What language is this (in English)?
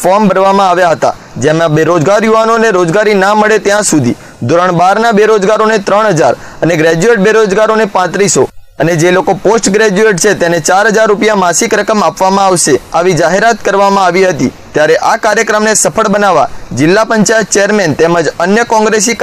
Gujarati